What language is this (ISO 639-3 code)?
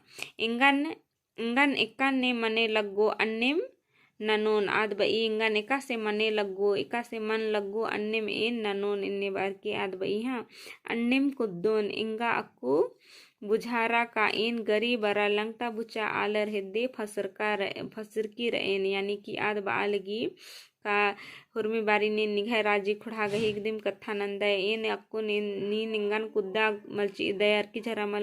kru